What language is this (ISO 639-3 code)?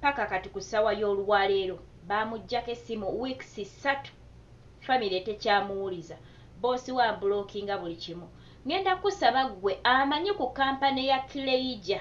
lug